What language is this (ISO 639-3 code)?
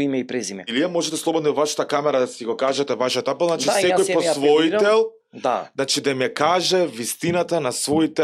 mkd